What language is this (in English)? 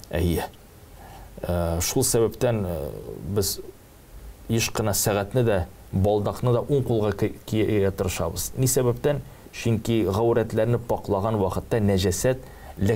Tatar